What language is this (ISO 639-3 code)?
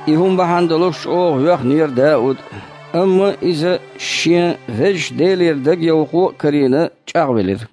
che